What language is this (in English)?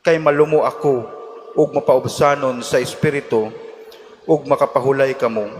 Cebuano